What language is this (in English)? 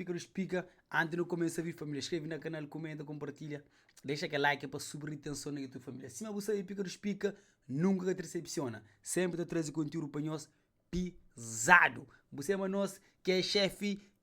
Kabuverdianu